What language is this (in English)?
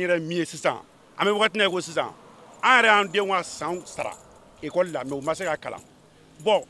Bambara